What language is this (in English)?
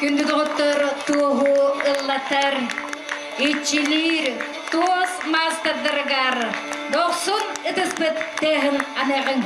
Yakut